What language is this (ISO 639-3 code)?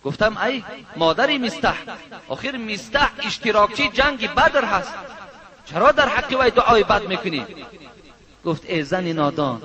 tgk